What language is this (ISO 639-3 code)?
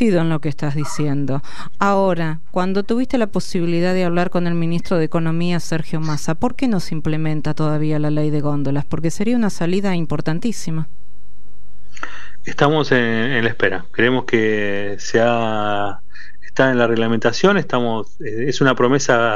spa